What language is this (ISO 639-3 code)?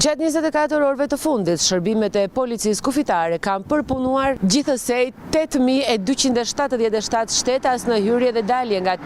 sqi